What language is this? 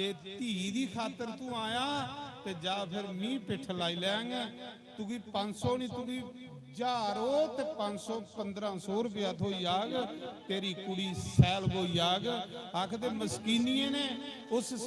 Dogri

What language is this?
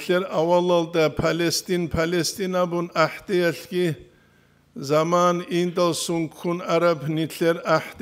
Avaric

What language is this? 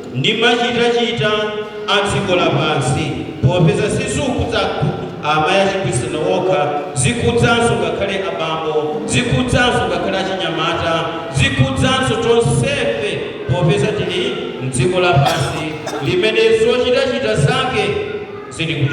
Nyanja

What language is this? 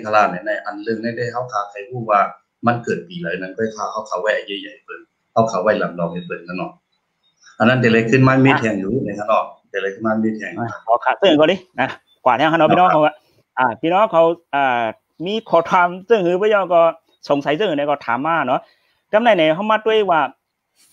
Shan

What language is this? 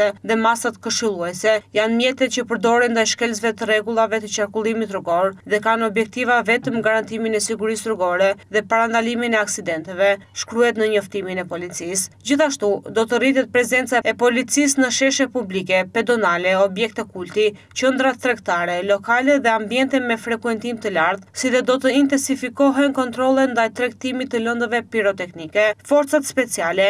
Albanian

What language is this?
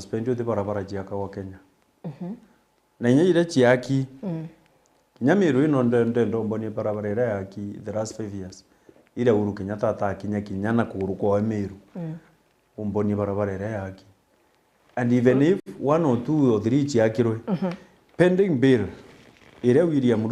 Meru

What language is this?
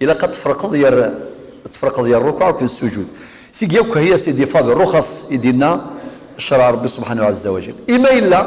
Kabyle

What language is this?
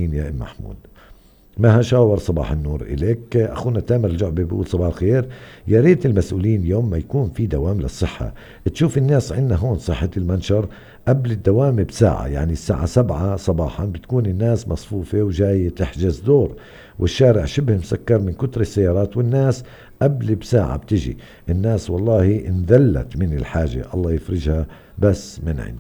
North Levantine Arabic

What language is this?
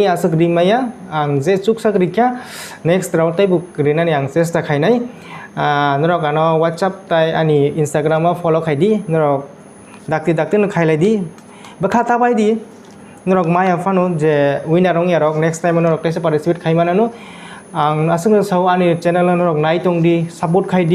Kok Borok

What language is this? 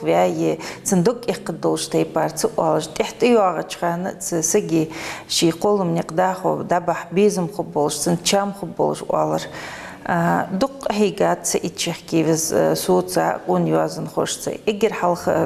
Ingush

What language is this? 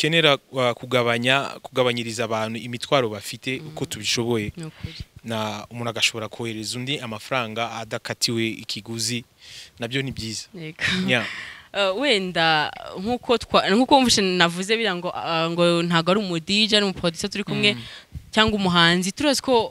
Kinyarwanda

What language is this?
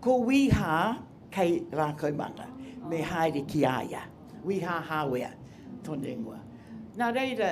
Māori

